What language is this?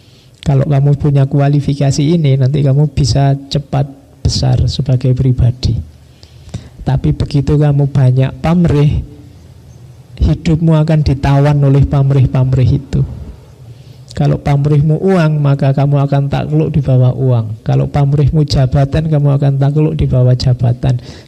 Indonesian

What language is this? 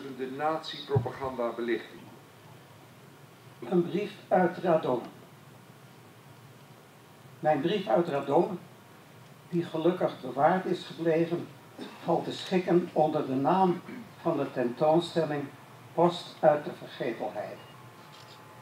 Dutch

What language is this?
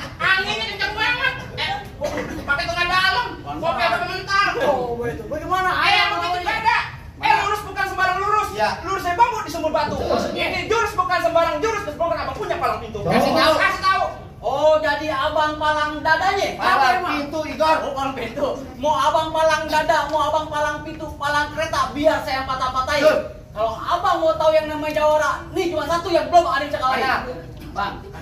Betawi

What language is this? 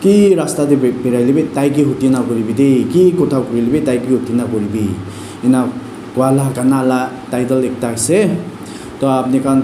Naga Pidgin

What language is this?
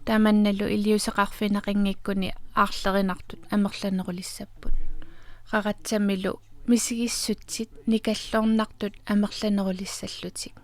Kalaallisut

